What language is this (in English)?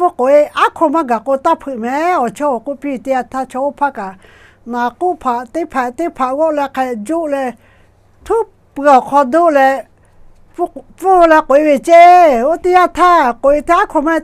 Lahu